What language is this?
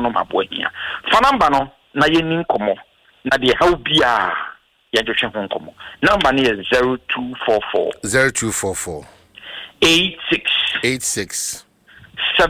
Akan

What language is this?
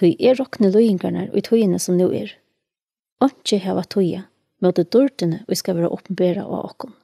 Faroese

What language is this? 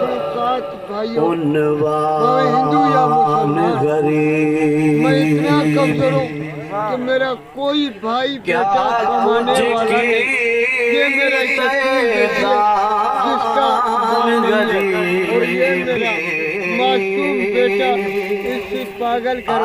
Saraiki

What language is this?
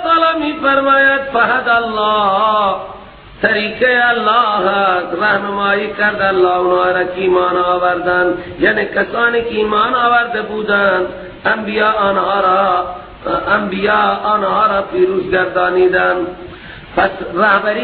Persian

